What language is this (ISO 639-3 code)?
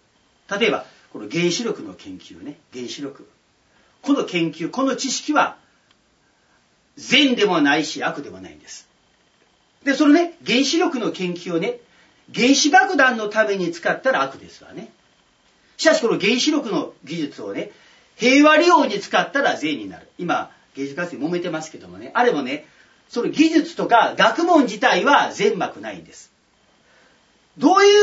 jpn